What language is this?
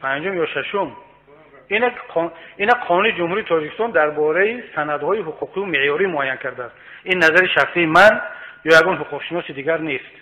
Tajik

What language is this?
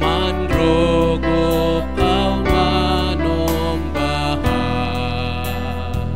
Batak Simalungun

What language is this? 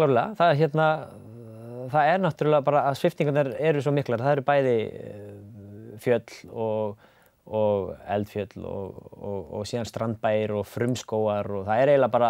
Icelandic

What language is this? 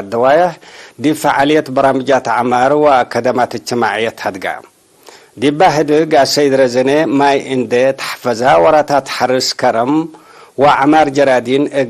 Tigre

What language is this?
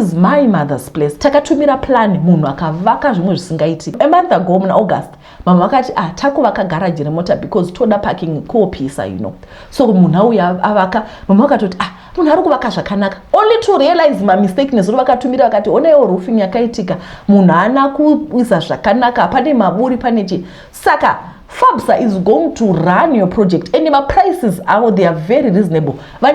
Shona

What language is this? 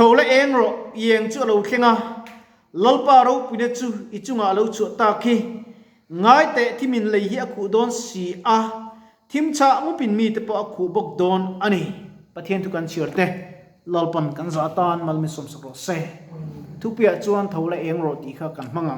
Mizo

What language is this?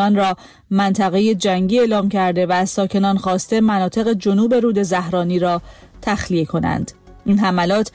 Persian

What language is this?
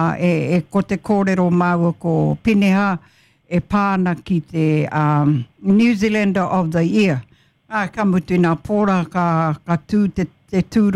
Māori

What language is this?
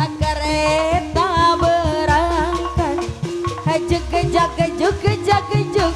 Betawi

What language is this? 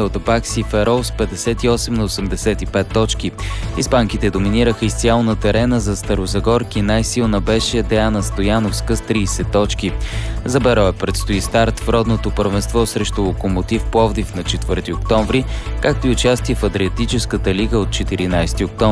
Bulgarian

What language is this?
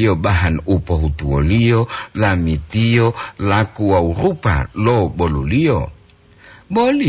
Gorontalo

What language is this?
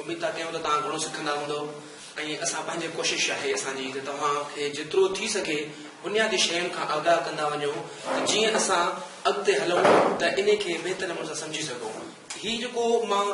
Sindhi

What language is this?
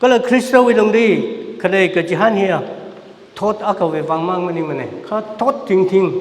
Tangkhul Naga (India)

